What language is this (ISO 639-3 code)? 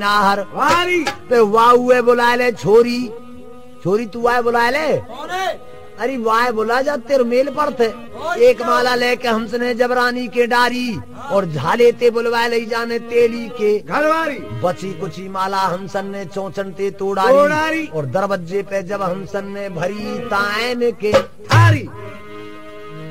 bgc